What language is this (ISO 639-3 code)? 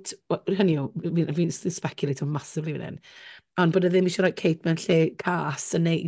cym